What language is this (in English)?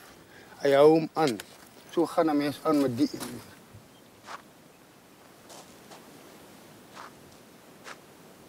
Afrikaans